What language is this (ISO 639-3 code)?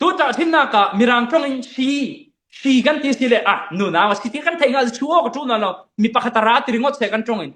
cfm